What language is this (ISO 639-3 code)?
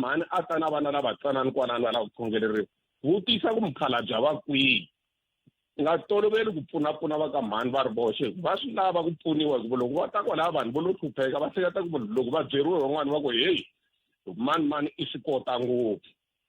tso